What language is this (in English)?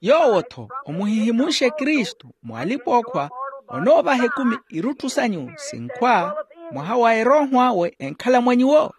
Makhuwa